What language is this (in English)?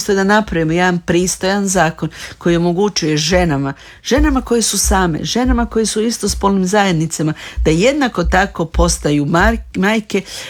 Croatian